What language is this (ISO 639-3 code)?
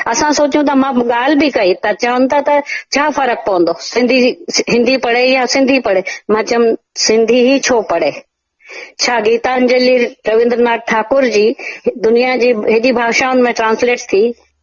snd